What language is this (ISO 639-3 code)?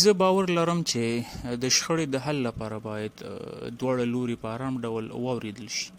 pus